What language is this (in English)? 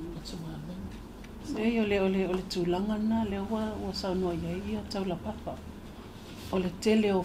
Samoan